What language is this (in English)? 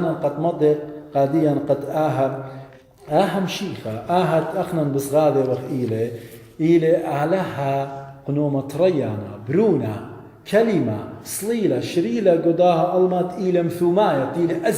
Assyrian Neo-Aramaic